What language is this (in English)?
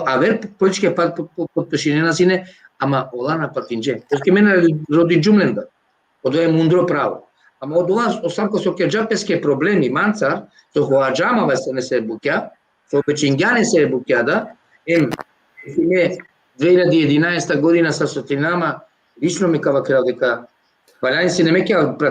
Balkan Romani